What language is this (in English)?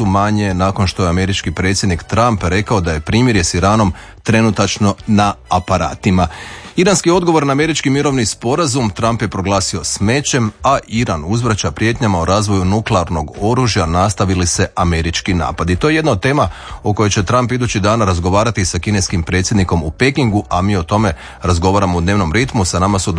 Croatian